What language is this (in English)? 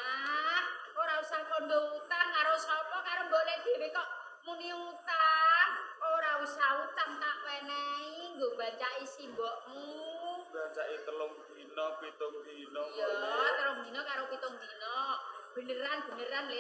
Javanese